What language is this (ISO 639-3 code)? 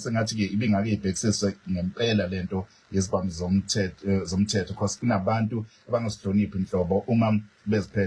zul